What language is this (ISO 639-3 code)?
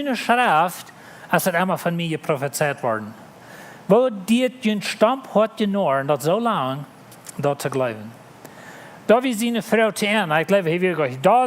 pdt